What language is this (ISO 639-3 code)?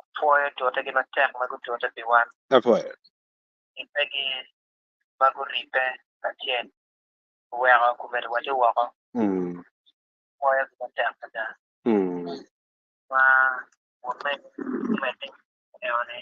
ach